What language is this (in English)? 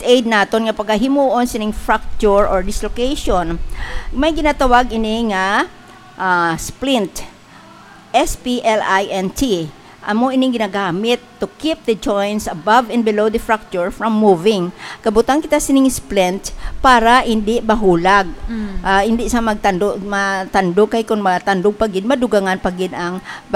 Hiligaynon